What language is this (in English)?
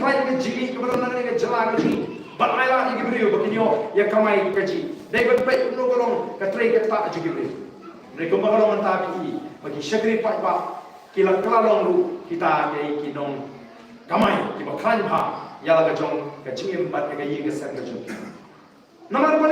Khasi